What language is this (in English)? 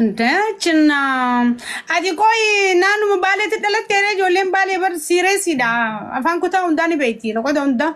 Oromo